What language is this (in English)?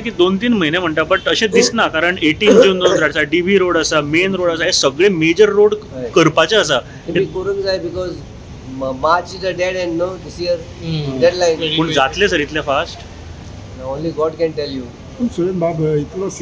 Konkani